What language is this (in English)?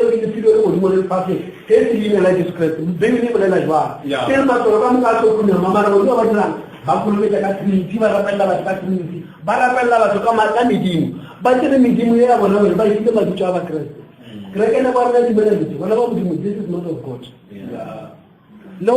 Northern Sotho